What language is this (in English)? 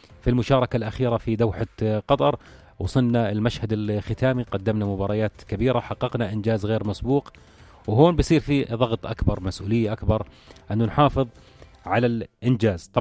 North Levantine Arabic